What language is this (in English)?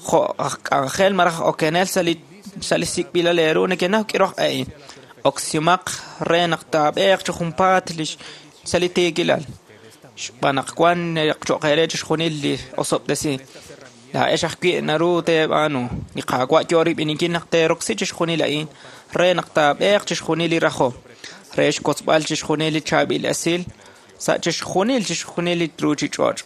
Kekchí